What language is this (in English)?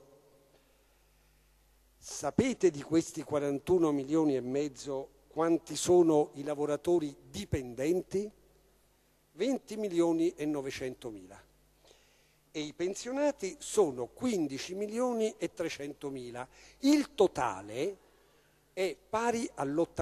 Italian